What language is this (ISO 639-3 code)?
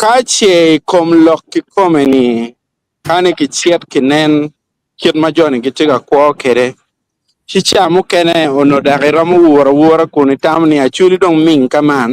ach